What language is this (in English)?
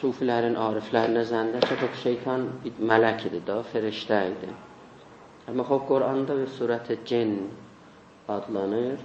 South Azerbaijani